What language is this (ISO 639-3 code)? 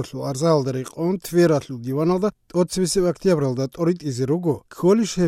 ava